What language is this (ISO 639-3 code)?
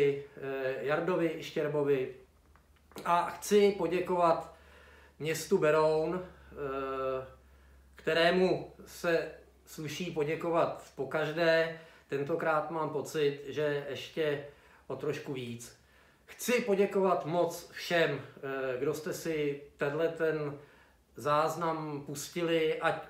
ces